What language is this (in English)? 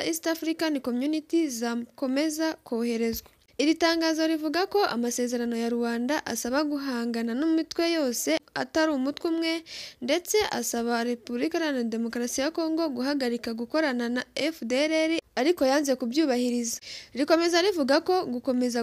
Kinyarwanda